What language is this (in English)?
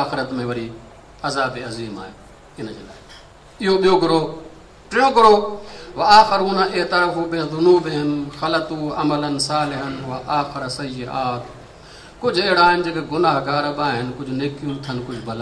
Sindhi